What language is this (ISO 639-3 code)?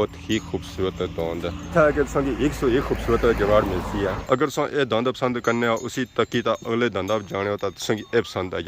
phr